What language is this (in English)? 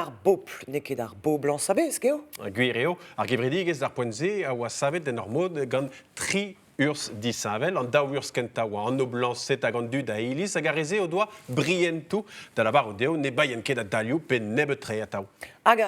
Breton